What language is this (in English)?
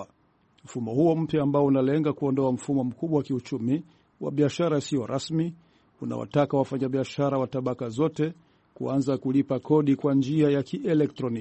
Swahili